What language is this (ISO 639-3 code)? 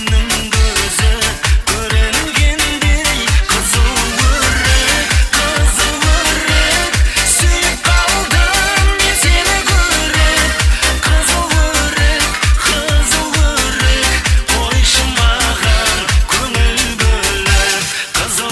kaa